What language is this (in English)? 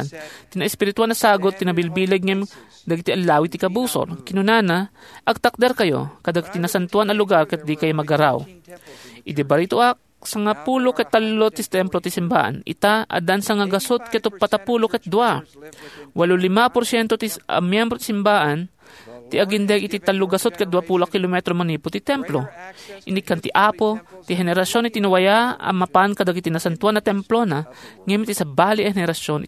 Iloko